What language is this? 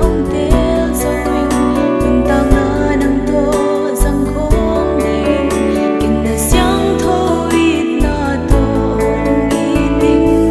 Paite Chin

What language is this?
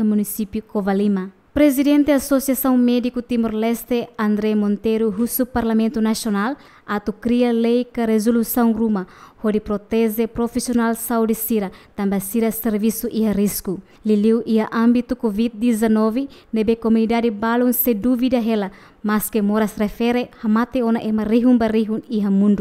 Tetum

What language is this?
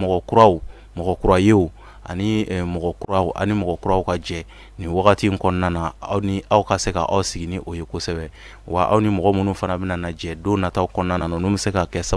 Bambara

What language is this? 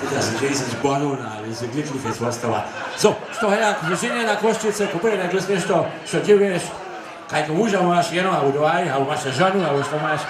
Upper Sorbian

